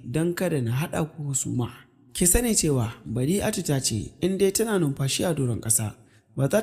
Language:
Hausa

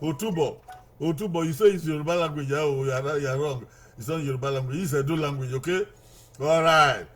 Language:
Bini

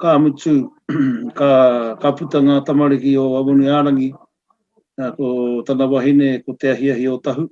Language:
Māori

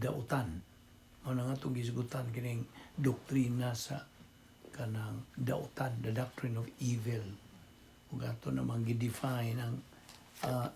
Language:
Cebuano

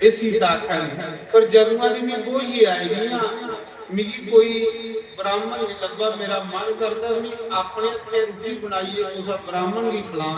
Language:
Dogri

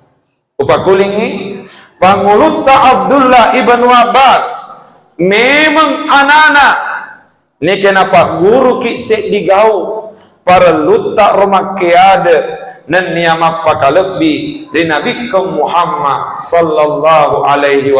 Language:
Buginese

